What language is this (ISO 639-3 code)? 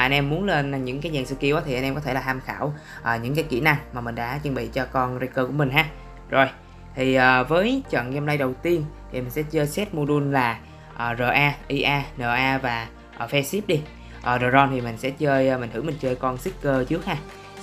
vie